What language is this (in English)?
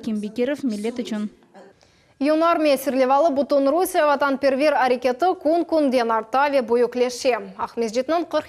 Crimean Tatar